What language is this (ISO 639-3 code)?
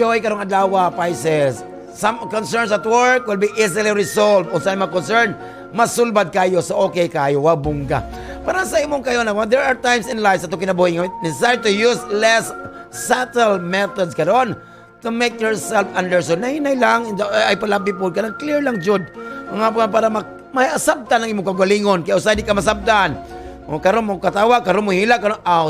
ceb